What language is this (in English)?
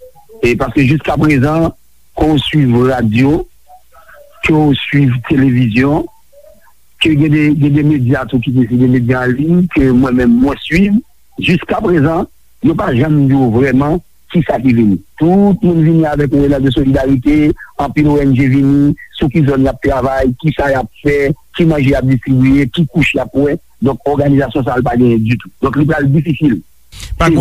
Haitian Creole